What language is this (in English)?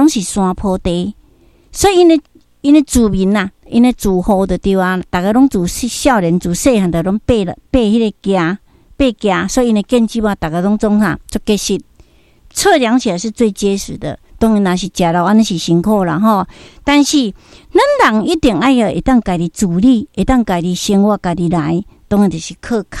Min Nan Chinese